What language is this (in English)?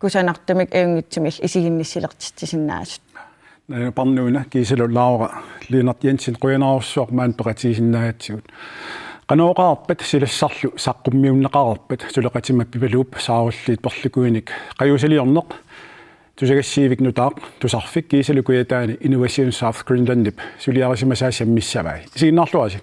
Kalaallisut